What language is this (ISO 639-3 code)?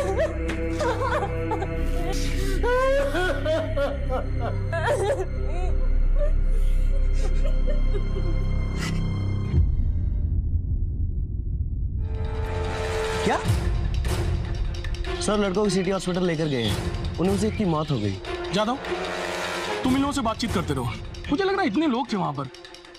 hin